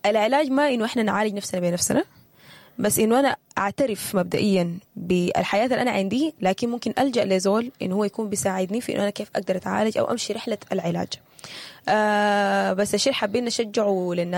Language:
Sudanese Arabic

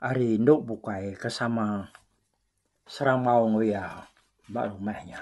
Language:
Iban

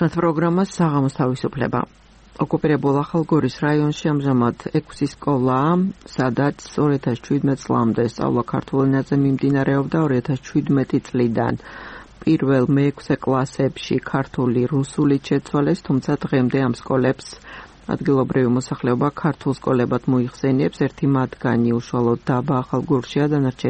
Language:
Georgian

